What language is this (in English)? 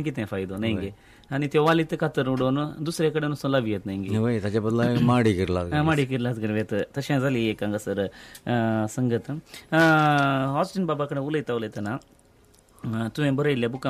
Konkani